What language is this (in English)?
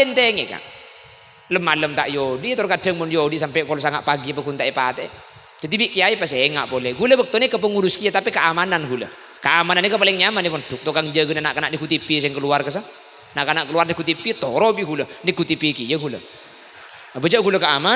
Madurese